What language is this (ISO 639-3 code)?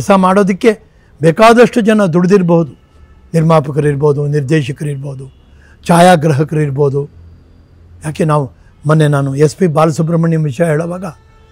kan